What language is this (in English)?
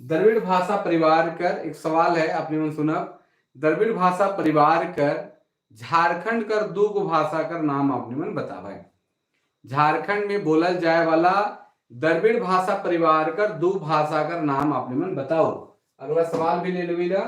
Sadri